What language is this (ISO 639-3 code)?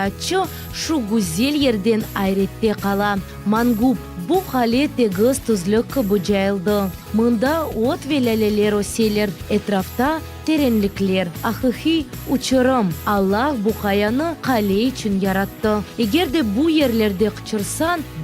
crh